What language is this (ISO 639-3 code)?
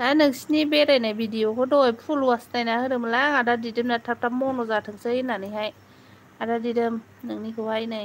brx